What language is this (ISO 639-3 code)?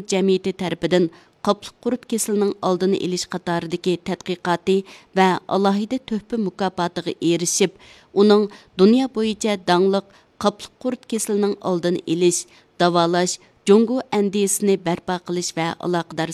uig